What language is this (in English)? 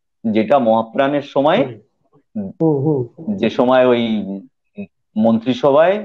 Bangla